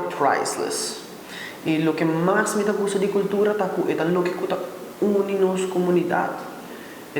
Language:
Papiamento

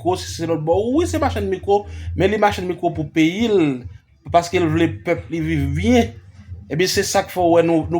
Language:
Haitian Creole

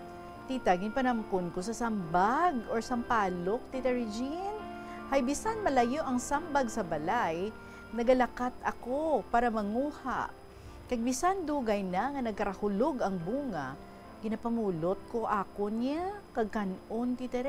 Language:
Hiligaynon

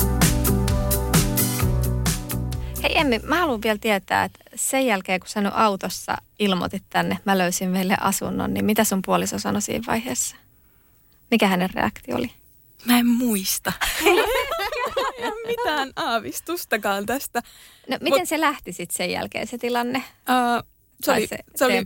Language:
Finnish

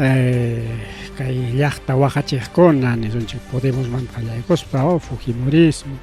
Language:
Ayacucho Quechua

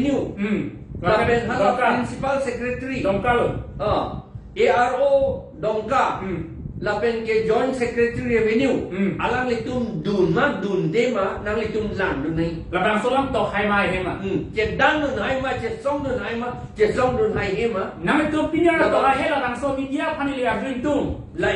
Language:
Karbi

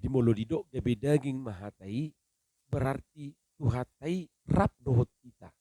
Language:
Batak Toba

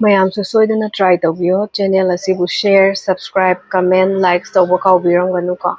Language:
Manipuri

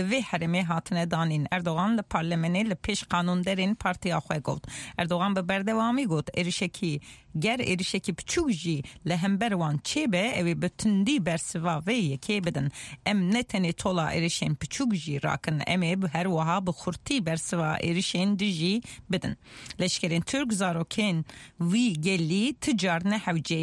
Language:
Kurdish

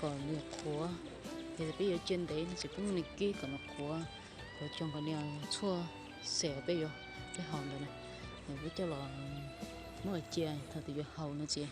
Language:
Hmong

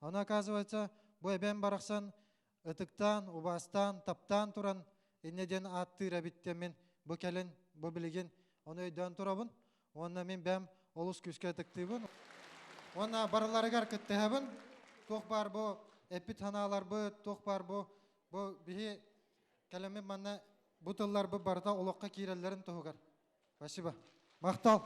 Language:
Yakut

